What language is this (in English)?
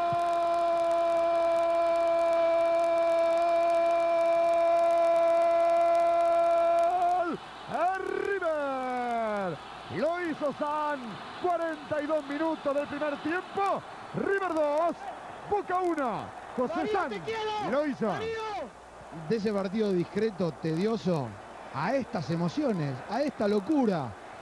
Spanish